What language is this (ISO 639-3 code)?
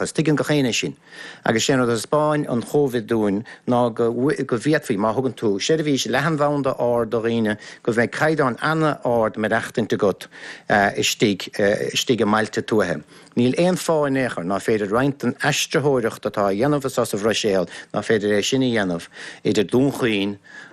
gle